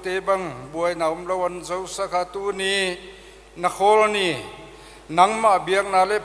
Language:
Paite Chin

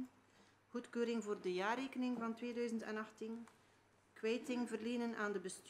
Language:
Dutch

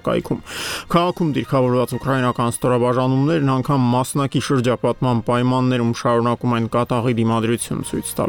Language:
Armenian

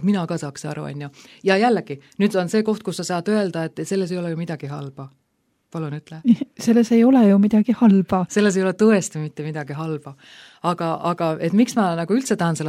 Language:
Estonian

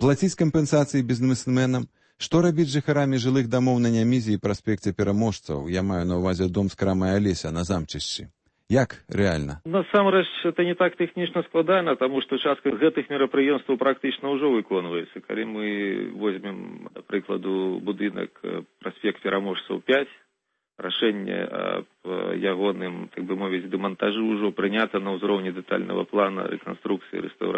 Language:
Belarusian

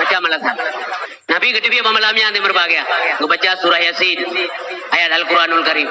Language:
Achinese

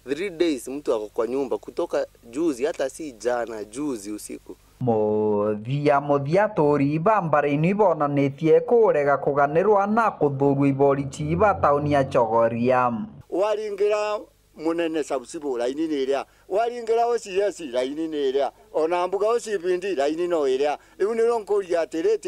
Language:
Meru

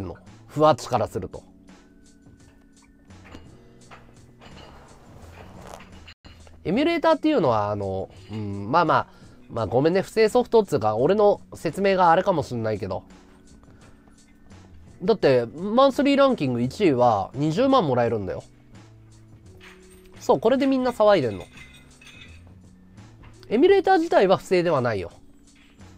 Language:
Japanese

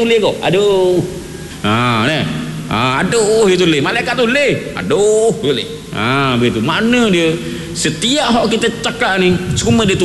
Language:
Malay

